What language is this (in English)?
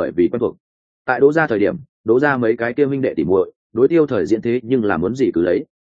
Vietnamese